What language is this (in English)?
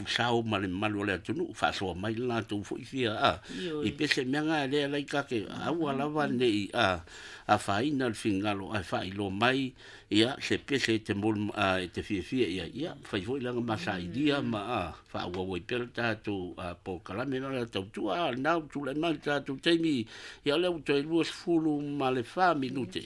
Samoan